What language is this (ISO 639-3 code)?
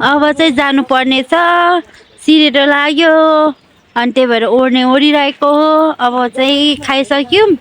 nep